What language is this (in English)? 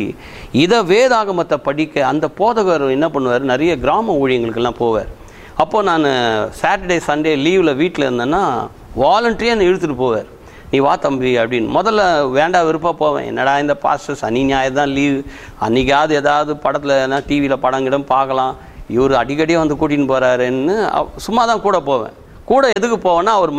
Tamil